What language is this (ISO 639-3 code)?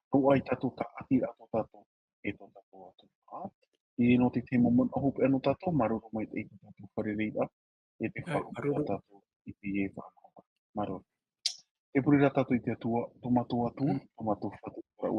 tah